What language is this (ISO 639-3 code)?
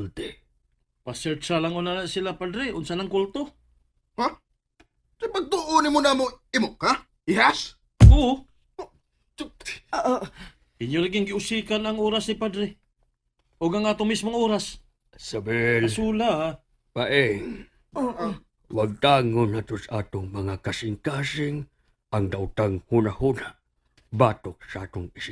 ceb